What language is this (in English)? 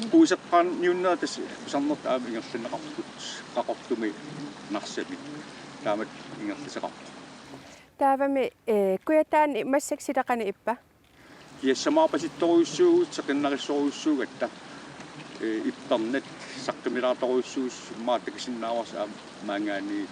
Kalaallisut